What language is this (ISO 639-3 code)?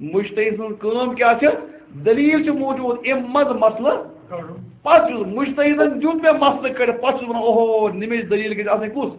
kas